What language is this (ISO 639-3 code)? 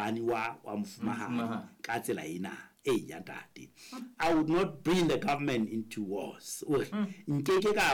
sot